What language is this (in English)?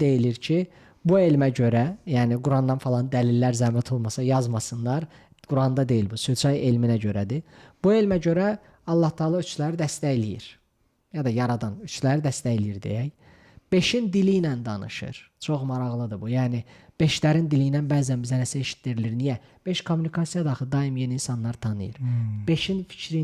Azerbaijani